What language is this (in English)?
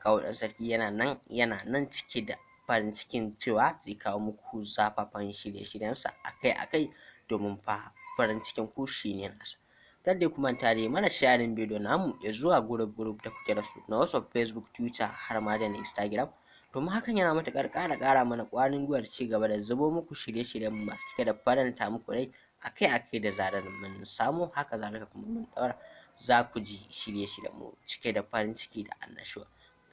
Hausa